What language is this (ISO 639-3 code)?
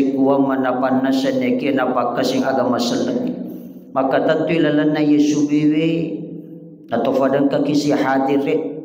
bug